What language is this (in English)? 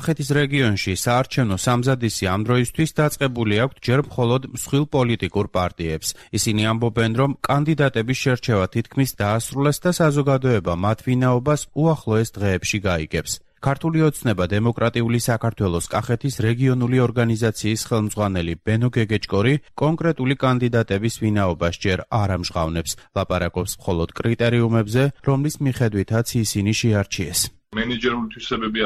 Georgian